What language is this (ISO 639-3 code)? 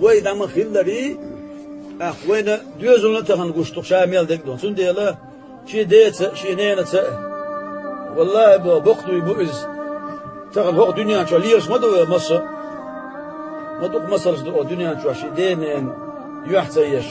che